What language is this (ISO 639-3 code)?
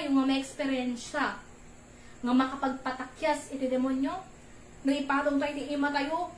ilo